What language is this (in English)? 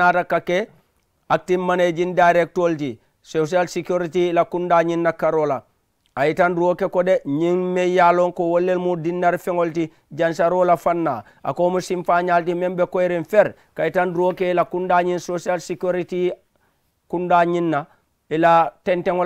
Mandingo